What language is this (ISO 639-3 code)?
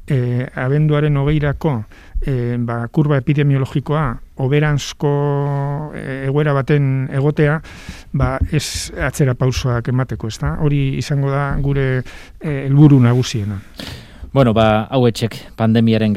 eus